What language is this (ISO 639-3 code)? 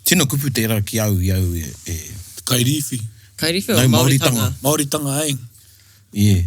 mri